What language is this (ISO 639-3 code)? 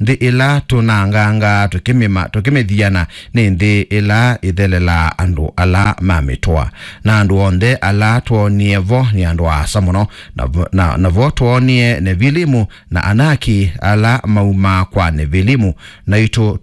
kam